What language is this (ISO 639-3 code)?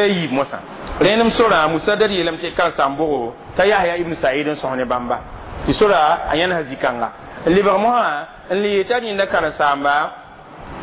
mos